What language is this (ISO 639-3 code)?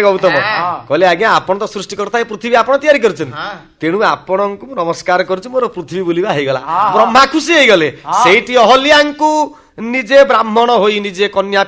ori